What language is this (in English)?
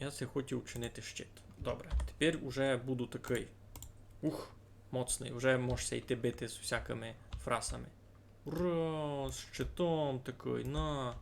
Rusyn